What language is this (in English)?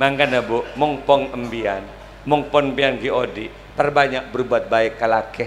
Madurese